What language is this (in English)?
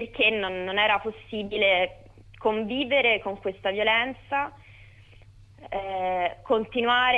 Italian